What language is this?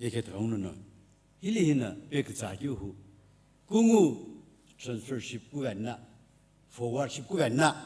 Sumi Naga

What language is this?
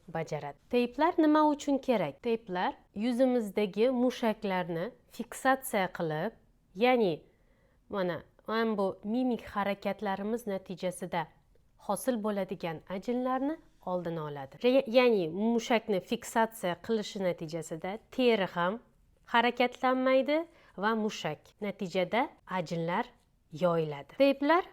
Uzbek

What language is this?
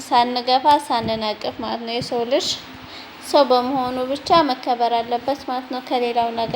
Amharic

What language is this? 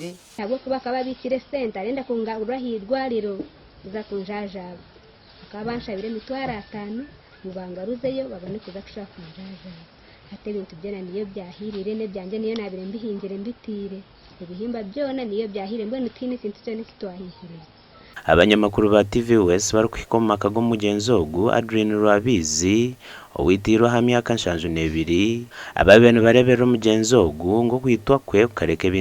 Nyankole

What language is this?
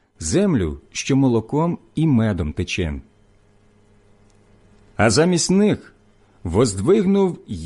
Ukrainian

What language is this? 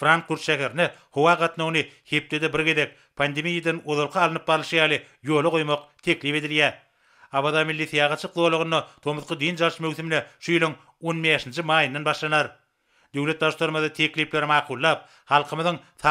Turkmen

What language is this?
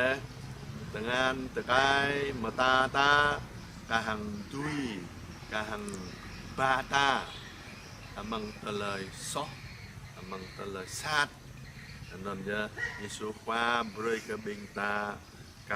Jarai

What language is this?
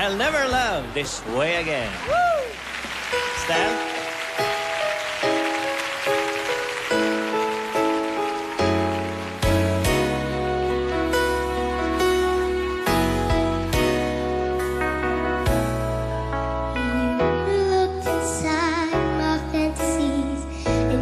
Filipino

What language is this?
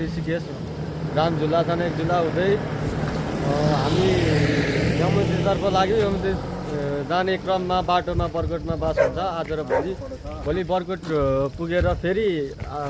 Nepali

